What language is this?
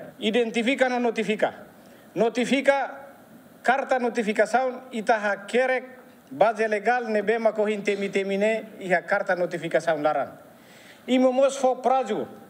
Tetum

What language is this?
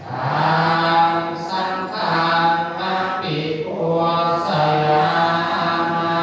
Pali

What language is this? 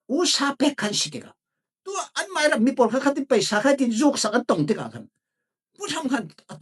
Falam Chin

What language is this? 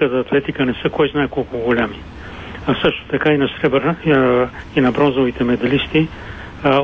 Bulgarian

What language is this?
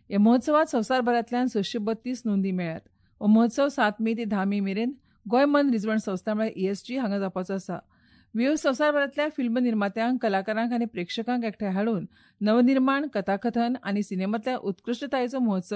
Konkani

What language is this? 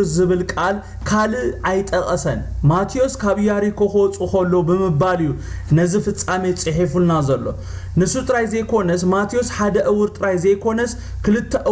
Tigrinya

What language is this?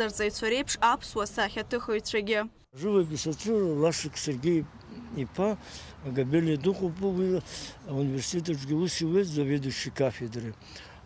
Abkhazian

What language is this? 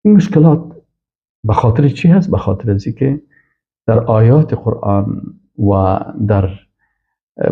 Persian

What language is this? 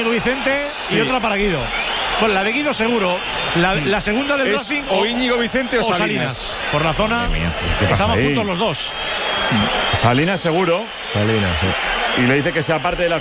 Spanish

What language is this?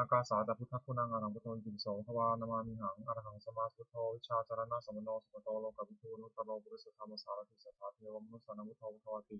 Pali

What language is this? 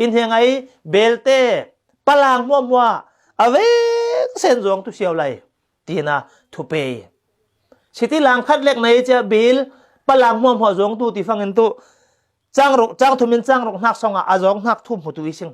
Falam Chin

